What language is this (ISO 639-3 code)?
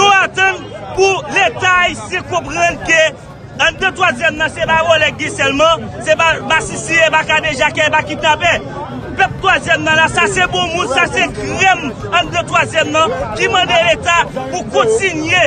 hat